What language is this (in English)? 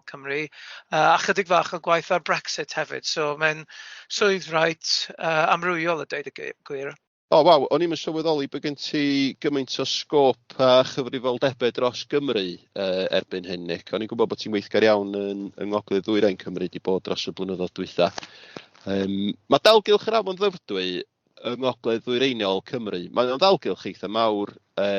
Welsh